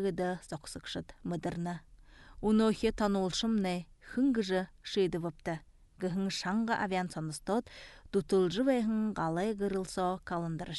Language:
Buriat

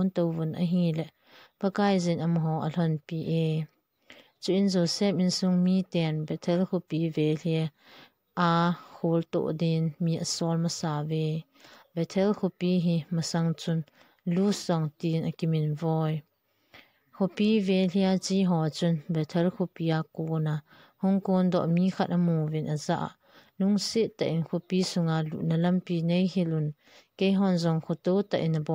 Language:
Thado Chin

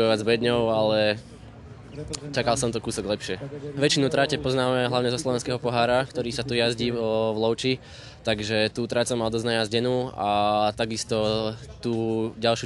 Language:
Slovak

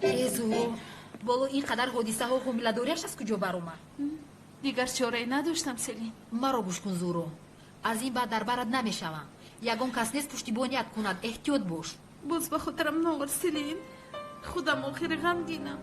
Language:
Tajik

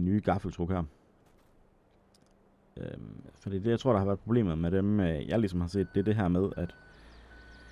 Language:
Danish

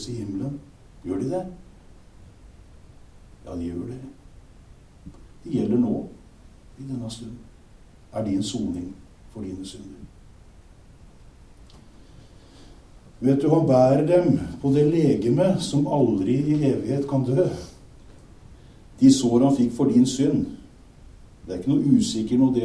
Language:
Norwegian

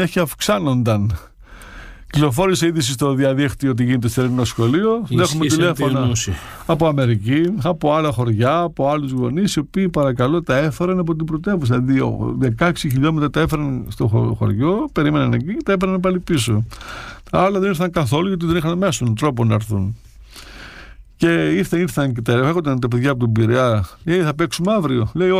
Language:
Greek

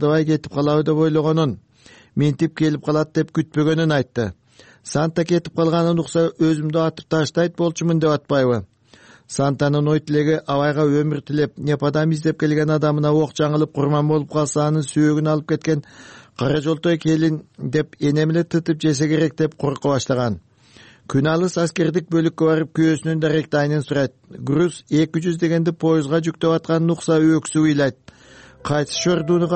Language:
Kyrgyz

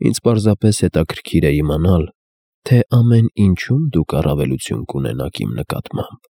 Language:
Armenian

